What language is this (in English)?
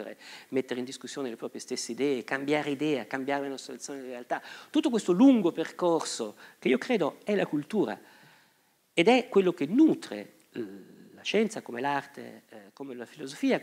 Italian